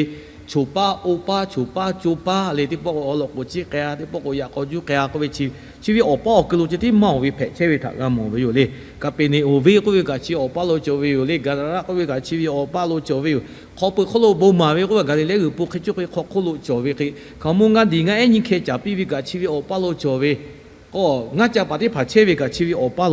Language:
Lahu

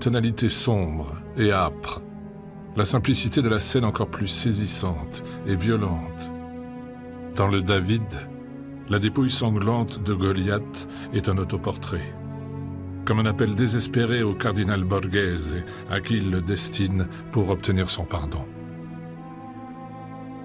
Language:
French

